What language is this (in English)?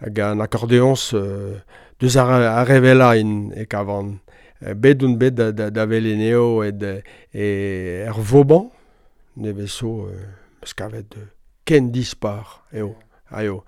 Breton